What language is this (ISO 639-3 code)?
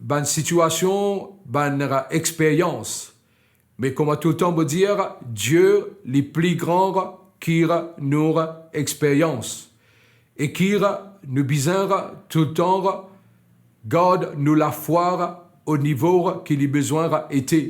mfe